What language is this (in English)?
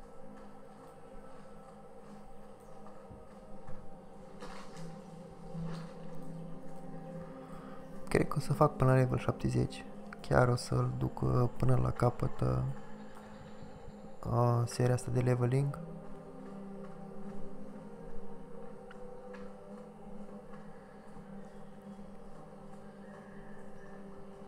Romanian